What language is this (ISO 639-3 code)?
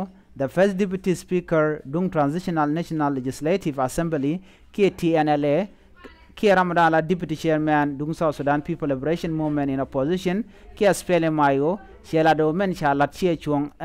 nus